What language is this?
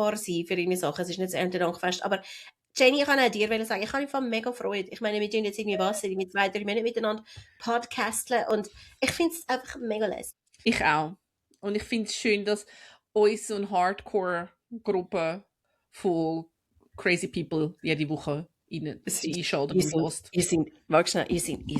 Swiss German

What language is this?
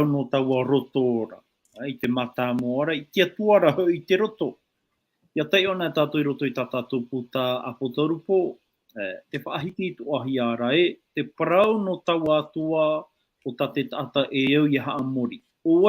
Tahitian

